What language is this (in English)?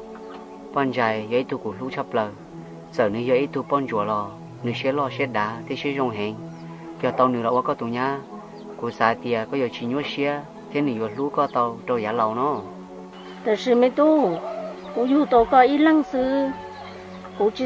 Hmong